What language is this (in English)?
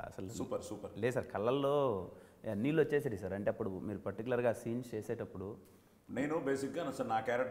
Telugu